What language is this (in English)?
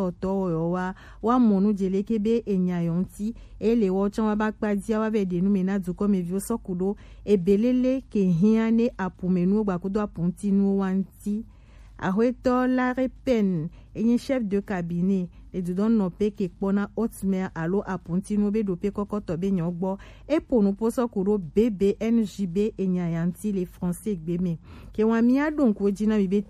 Gen